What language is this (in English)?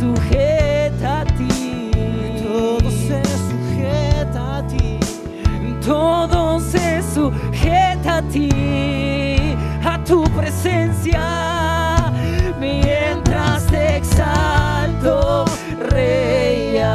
Spanish